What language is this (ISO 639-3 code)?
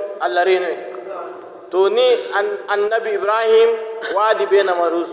fuv